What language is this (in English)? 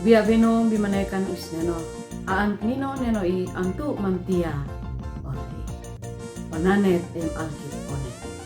Uab Meto